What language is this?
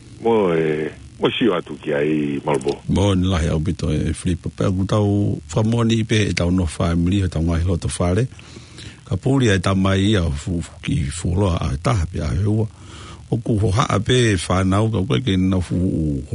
Tongan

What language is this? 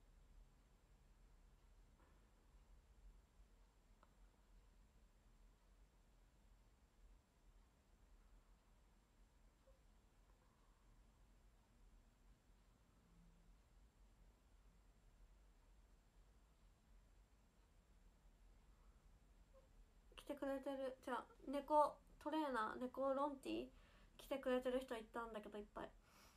Japanese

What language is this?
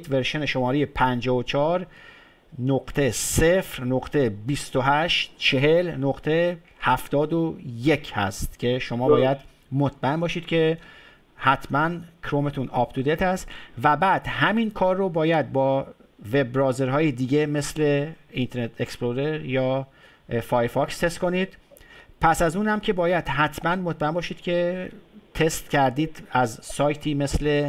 Persian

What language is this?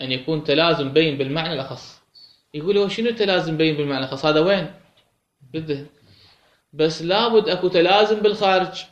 Mesopotamian Arabic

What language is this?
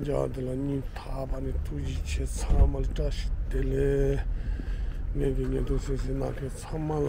Tibetan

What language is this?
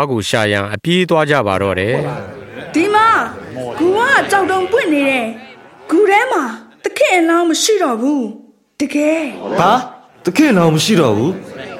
Burmese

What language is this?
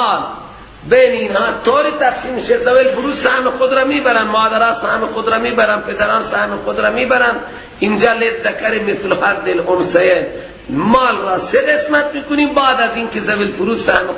Persian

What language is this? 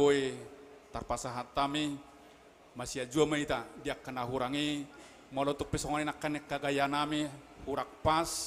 Batak Toba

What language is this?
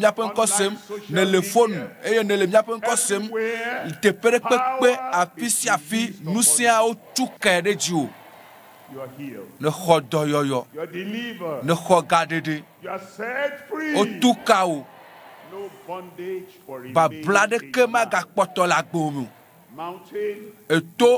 Ewe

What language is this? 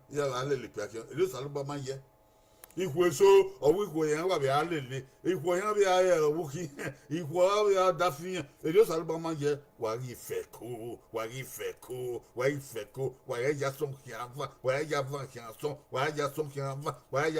Bini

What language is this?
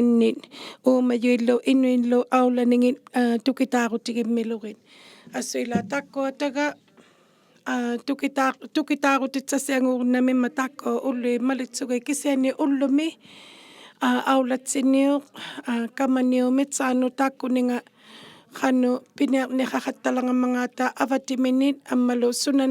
Inuktitut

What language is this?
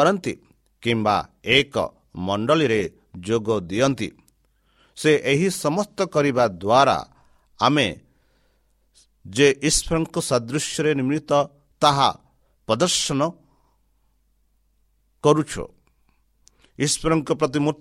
Odia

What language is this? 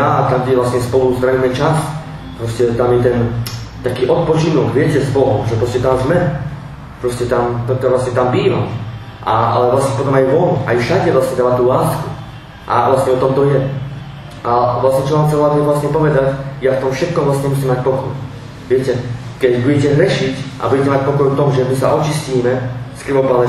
Slovak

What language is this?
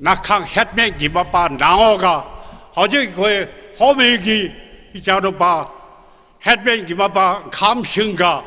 Tangkhul Naga (India)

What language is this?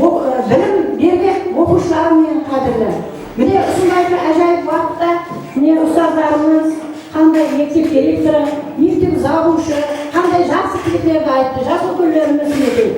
Kara-Kalpak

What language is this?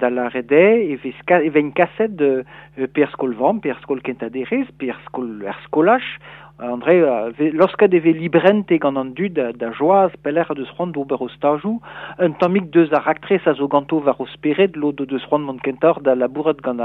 Breton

